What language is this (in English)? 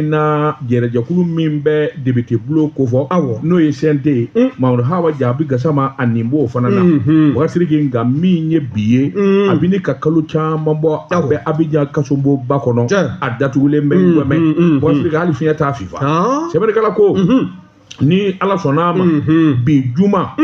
Bambara